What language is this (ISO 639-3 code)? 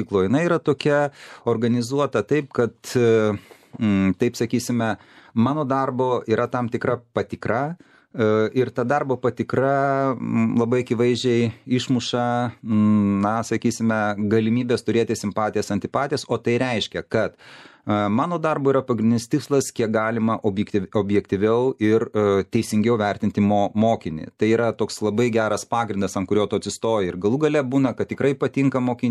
lit